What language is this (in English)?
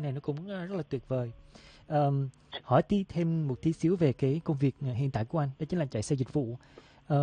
Vietnamese